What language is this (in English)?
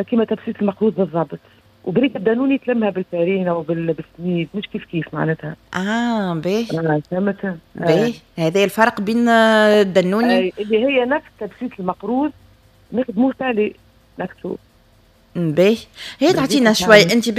Tunisian Arabic